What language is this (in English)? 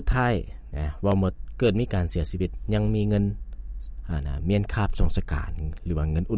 Lao